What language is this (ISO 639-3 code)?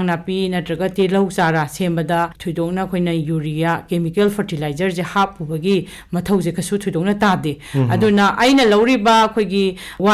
mni